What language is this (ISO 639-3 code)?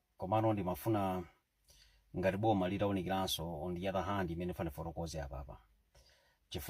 nya